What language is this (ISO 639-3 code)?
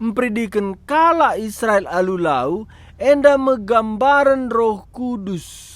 btx